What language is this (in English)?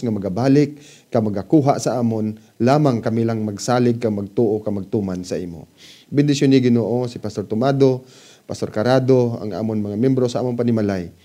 Hiligaynon